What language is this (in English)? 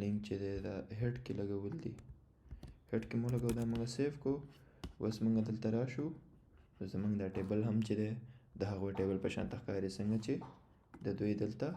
Pashto